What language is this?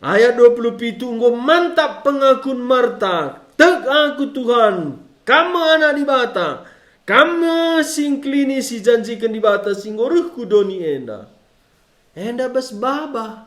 Batak Karo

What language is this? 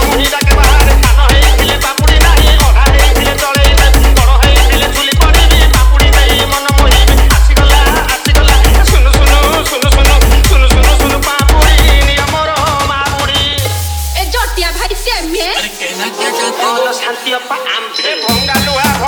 Odia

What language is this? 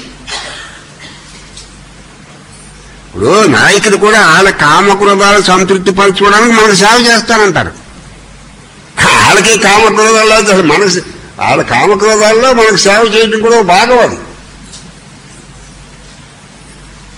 Telugu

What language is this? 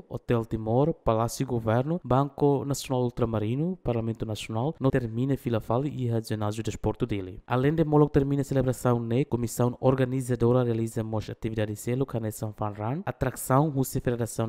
Tetum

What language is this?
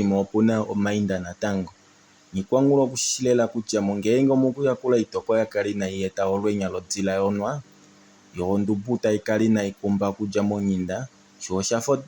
Kuanyama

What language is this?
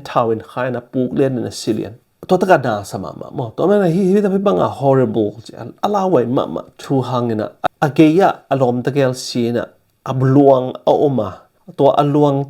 Tedim Chin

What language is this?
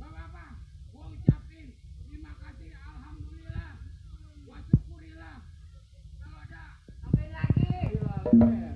Betawi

